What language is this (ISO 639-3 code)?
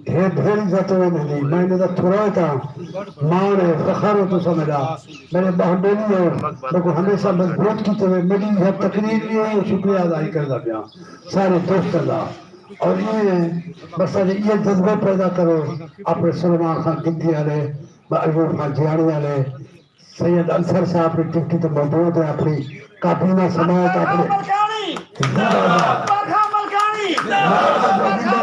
skr